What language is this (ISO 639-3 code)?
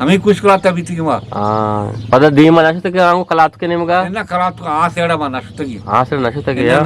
bgp